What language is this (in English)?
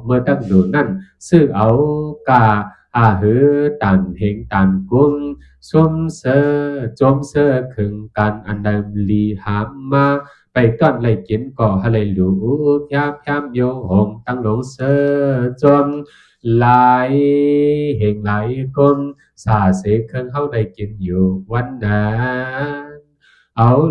Shan